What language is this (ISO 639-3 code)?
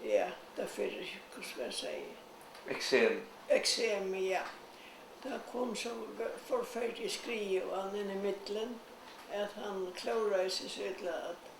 fao